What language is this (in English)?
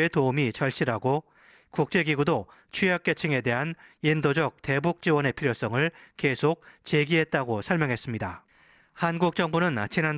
Korean